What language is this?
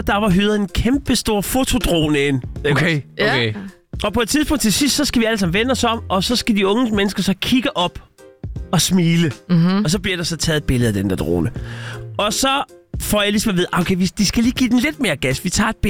Danish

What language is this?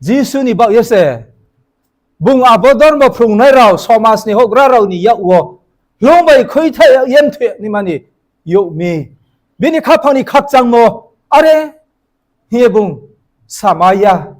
Riang (India)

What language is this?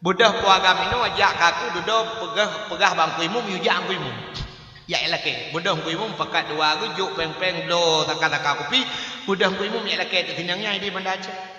Achinese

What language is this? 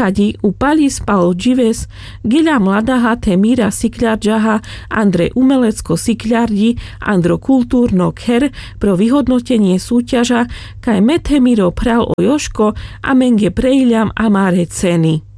Carpathian Romani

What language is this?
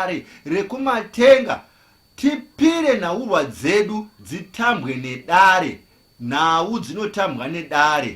Shona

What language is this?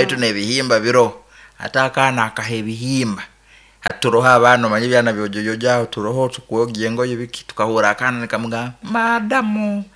Nyoro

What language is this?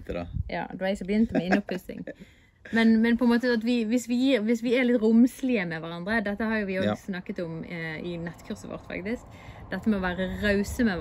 Norwegian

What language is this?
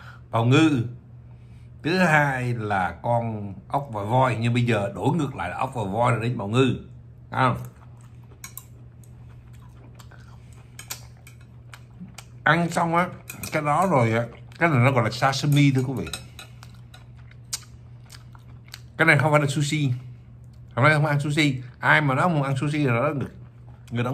Vietnamese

